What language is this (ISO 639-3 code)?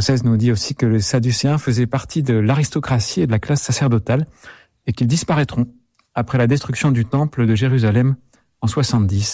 fra